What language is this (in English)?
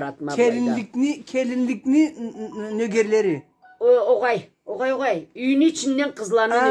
Karachay-Balkar